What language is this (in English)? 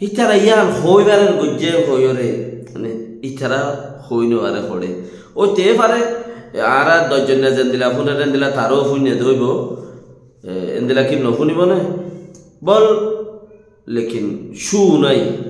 Rohingya